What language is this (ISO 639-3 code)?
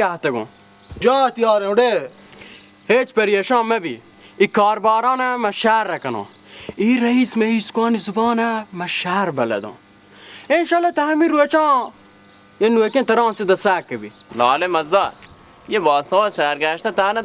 bal